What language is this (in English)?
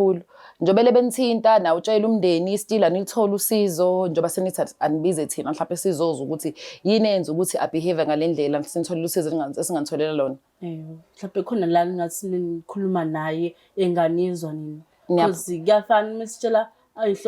Zulu